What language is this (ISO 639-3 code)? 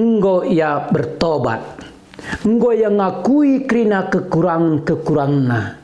btx